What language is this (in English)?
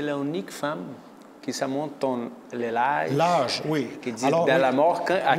French